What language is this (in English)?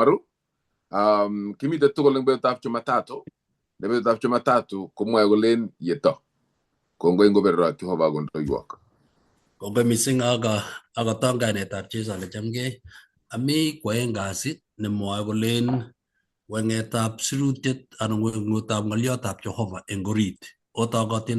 Kalenjin